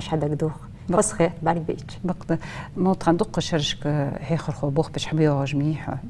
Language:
Ingush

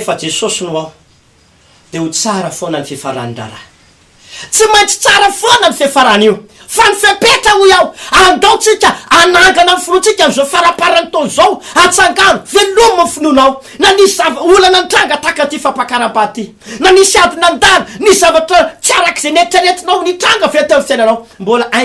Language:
Malagasy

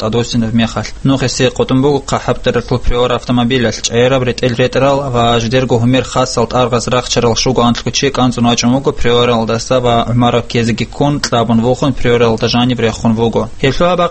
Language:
Avaric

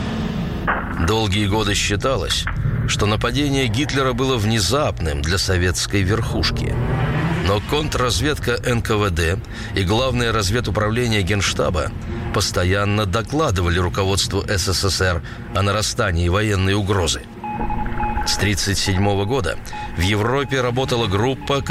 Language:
Russian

